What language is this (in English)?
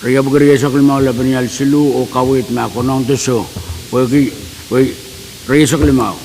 Pohnpeian